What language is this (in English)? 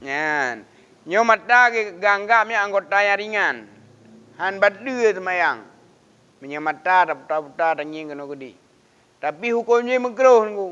Achinese